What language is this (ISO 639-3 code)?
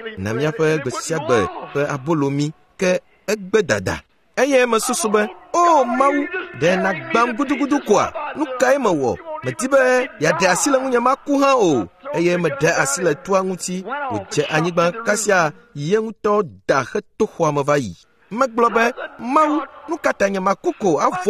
ewe